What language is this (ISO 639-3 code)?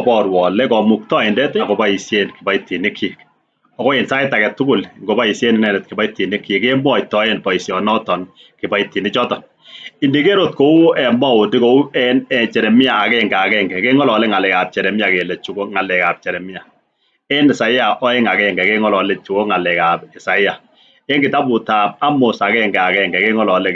kln